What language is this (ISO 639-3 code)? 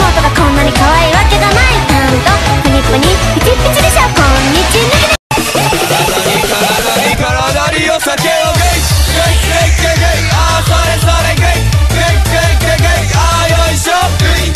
jpn